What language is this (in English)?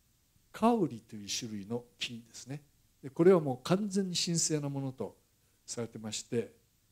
Japanese